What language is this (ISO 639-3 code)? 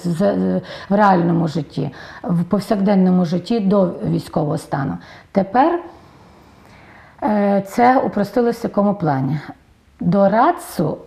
ukr